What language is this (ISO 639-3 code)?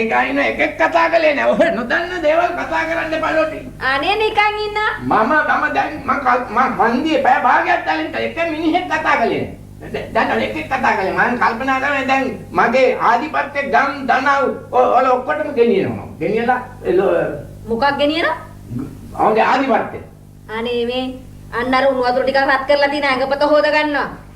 sin